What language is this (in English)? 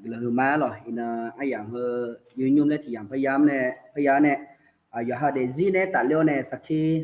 Akha